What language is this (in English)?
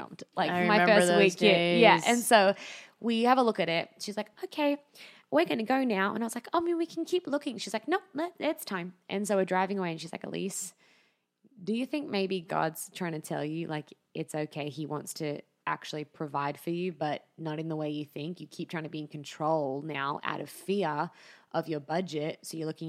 English